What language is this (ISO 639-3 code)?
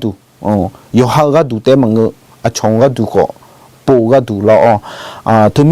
ahk